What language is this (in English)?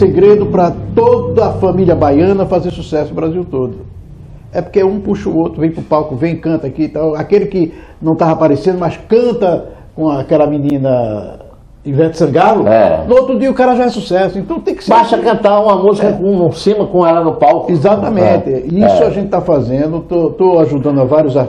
Portuguese